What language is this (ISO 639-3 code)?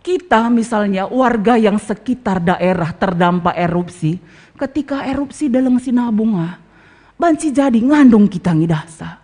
btx